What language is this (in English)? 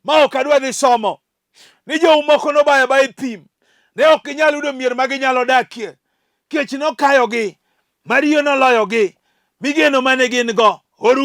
Luo (Kenya and Tanzania)